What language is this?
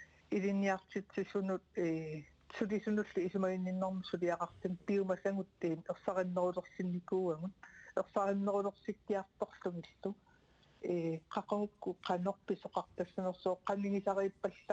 Kalaallisut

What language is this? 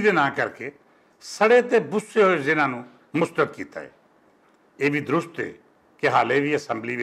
Western Panjabi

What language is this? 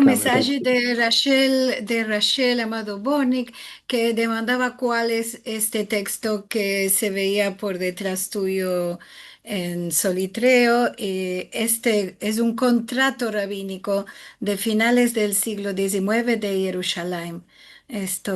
Ladino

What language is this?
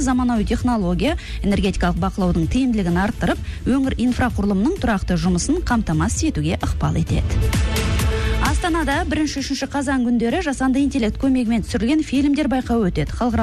Kazakh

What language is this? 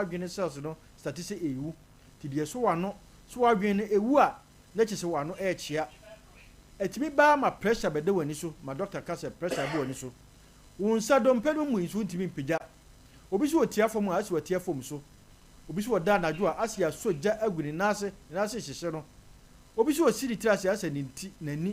Akan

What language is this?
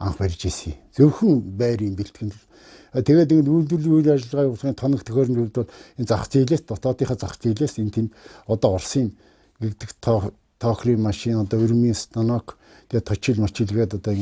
Mongolian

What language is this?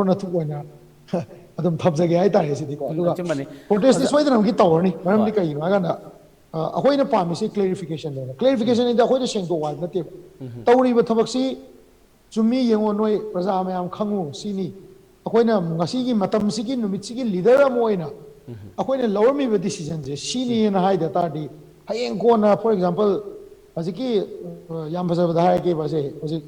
Manipuri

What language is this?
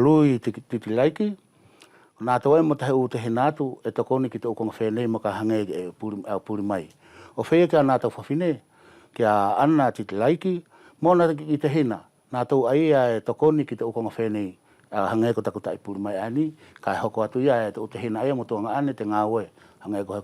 Wallisian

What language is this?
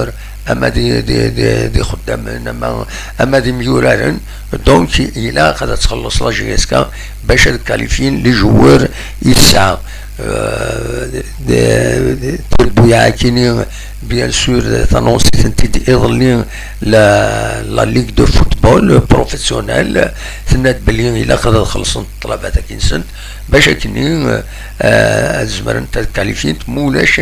Kabyle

